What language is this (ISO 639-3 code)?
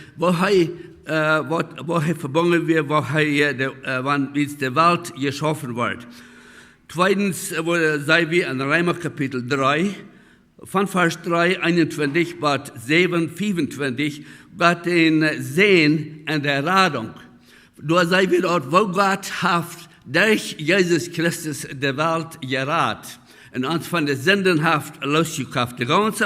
pdt